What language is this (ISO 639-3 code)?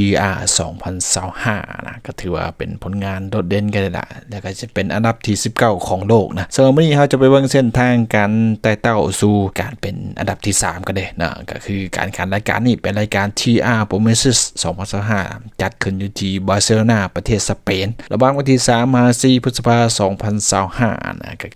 lao